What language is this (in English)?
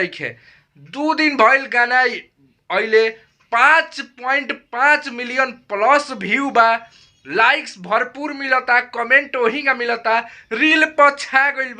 Bhojpuri